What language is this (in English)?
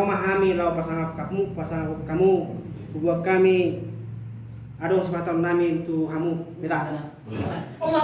Batak Toba